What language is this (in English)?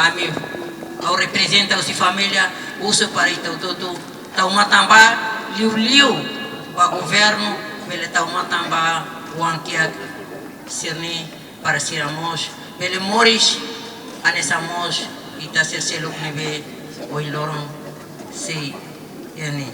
Tetum